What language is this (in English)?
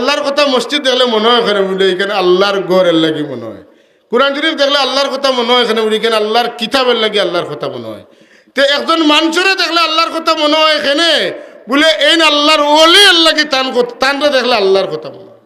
Sylheti